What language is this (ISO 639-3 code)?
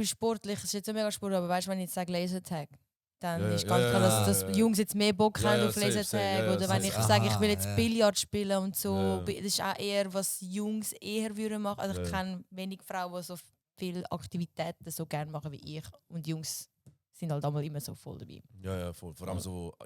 gsw